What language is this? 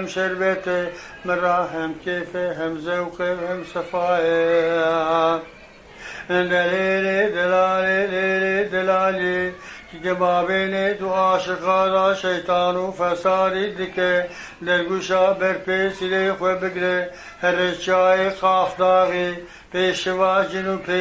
Zaza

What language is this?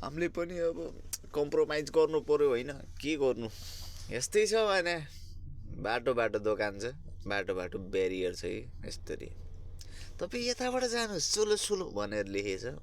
Nepali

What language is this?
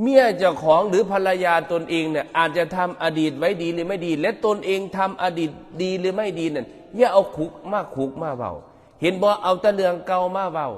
Northeastern Thai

